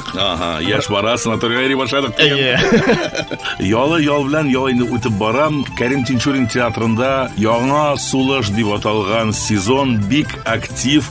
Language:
Tatar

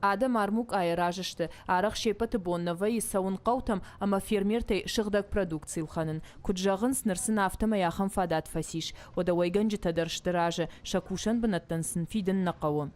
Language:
Ossetic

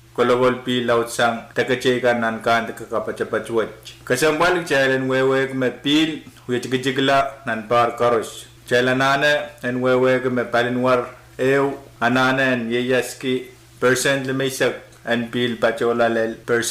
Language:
Pohnpeian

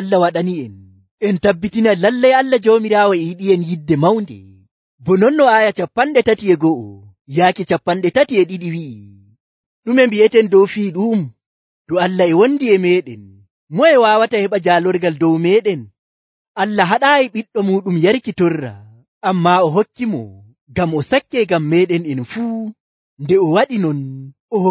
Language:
Nigerian Fulfulde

